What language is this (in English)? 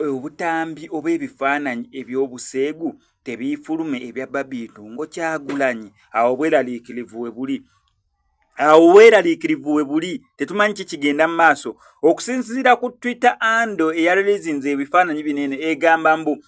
Ganda